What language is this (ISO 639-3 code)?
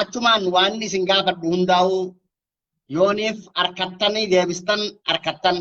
orm